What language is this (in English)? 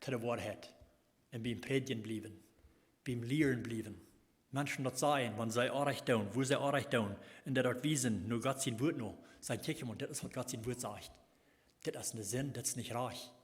Plautdietsch